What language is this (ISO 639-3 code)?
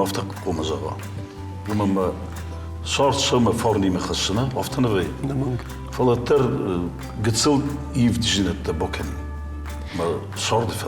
oss